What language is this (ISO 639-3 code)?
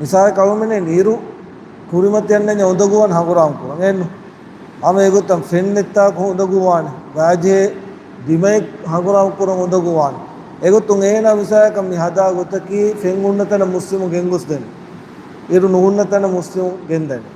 div